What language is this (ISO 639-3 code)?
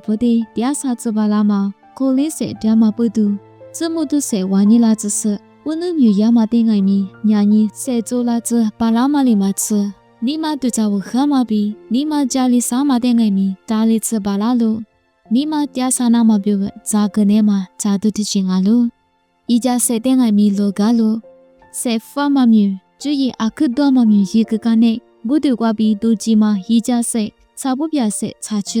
lis